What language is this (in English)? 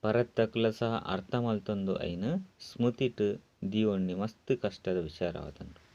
Tulu